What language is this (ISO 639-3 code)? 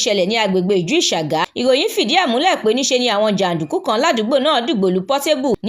yor